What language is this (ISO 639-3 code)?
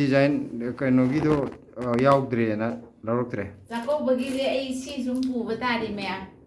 mni